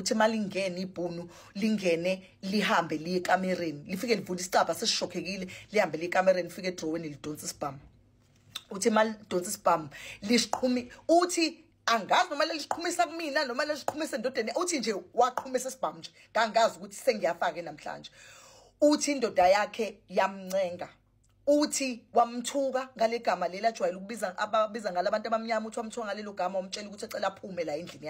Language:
Zulu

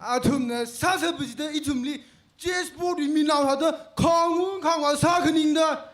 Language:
Tangkhul Naga (India)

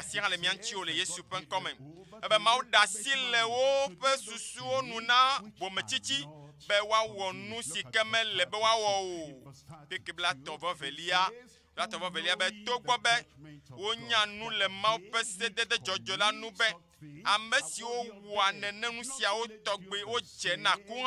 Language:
Ewe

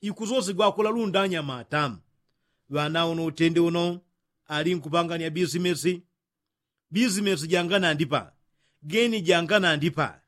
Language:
Yao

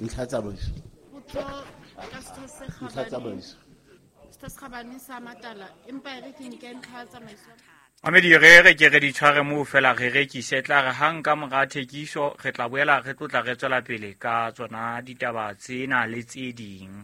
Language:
Southern Sotho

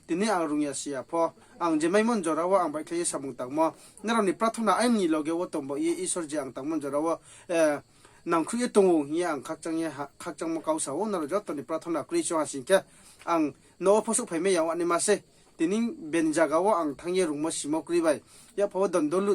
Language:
Riang (India)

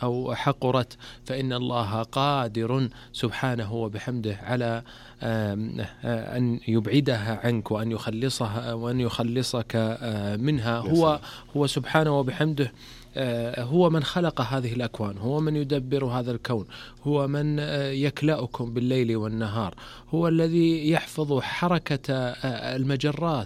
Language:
Arabic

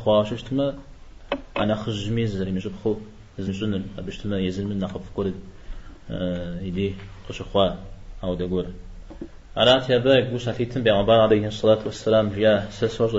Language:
Kabardian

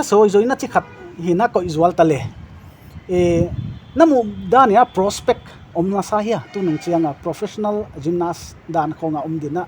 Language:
Paite Chin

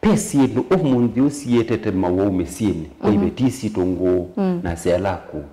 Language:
Kamba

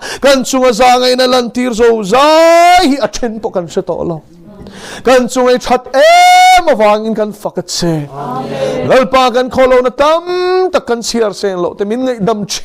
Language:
Mizo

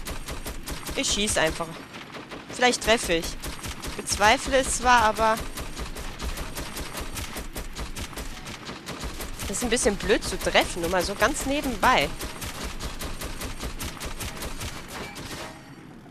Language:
German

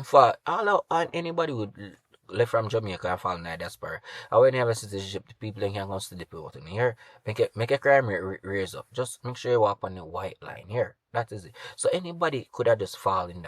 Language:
Jamaican Creole English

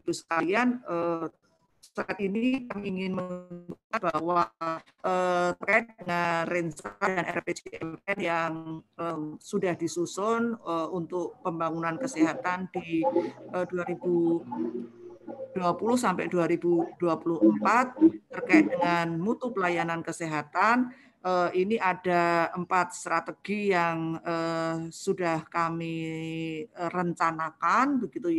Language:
Indonesian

